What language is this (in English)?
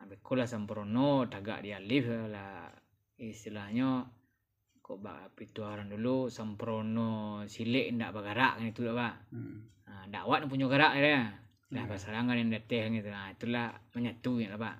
Minangkabau